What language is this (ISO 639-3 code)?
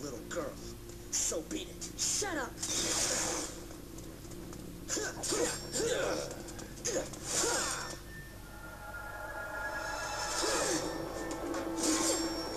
bul